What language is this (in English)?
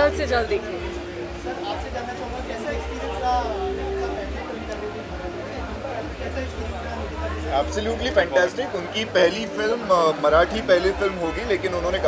Hindi